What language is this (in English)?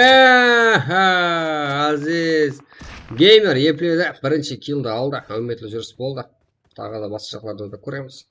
Kara-Kalpak